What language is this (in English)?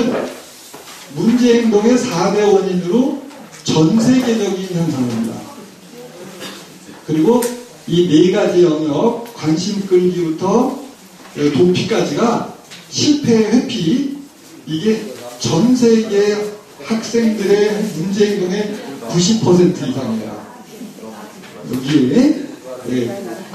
Korean